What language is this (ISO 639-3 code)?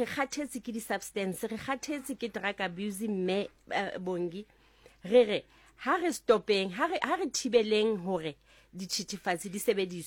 sot